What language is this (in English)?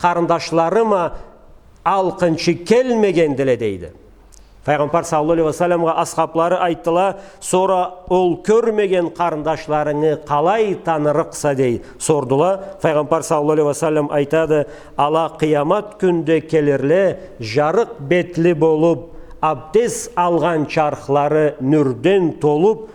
Karachay-Balkar